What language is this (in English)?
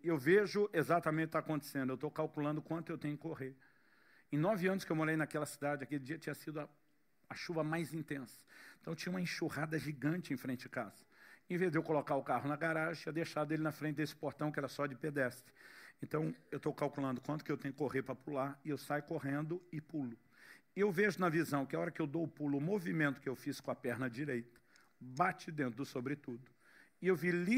Portuguese